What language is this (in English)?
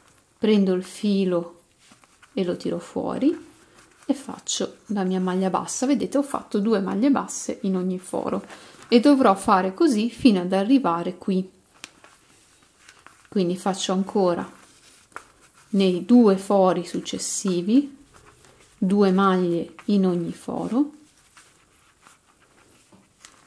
Italian